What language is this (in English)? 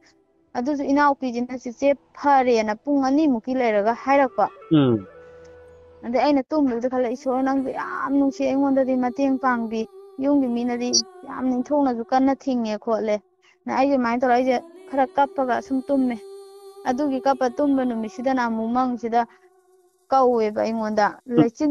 Manipuri